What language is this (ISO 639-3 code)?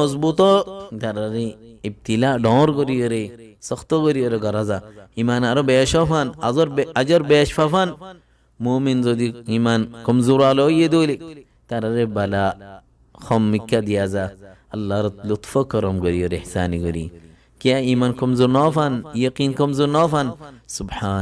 rhg